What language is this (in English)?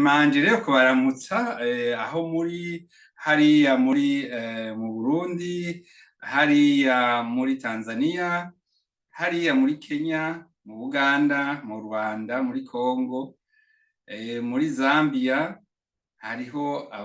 Rundi